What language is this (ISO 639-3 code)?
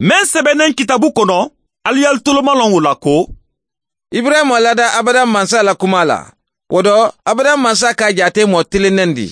man